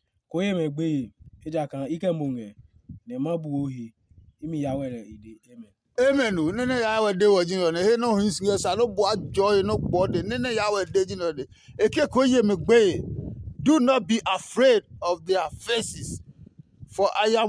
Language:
Adangme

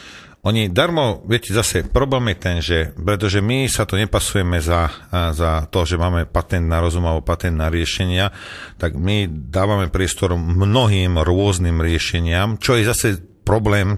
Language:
Slovak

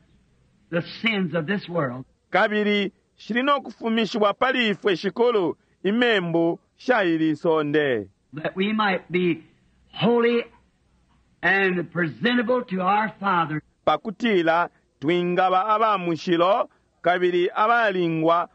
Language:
Bemba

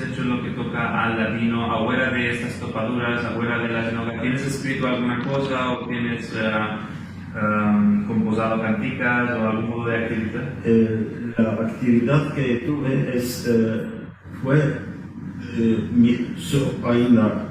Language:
Ladino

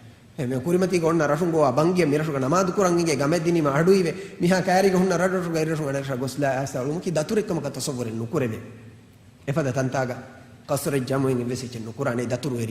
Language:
Divehi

